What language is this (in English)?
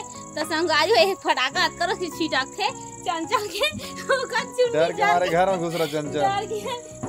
Chhattisgarhi